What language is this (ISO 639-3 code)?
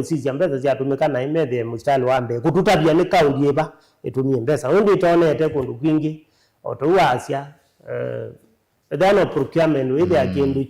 kam